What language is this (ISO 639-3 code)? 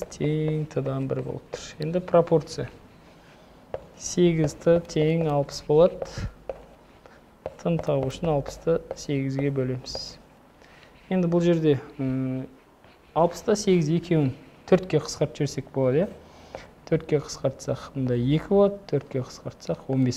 kaz